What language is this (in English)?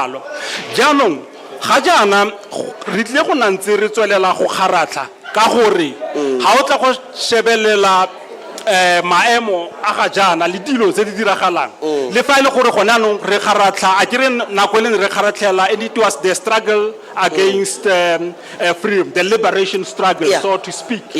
Tswana